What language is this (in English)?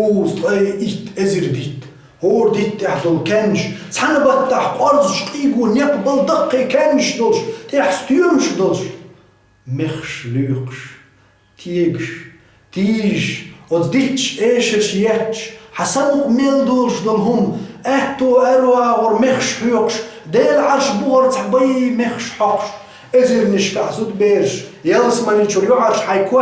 Chechen